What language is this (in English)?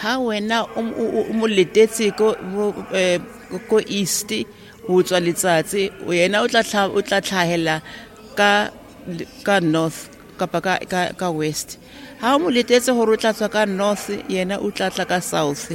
Southern Sotho